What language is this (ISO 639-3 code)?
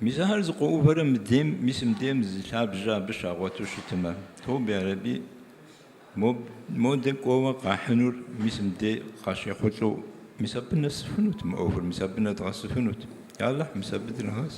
kbd